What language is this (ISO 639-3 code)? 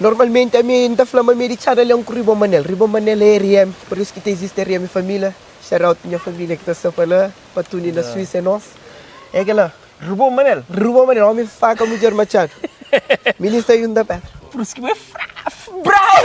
kea